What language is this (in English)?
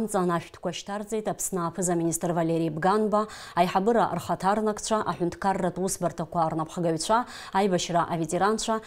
Abkhazian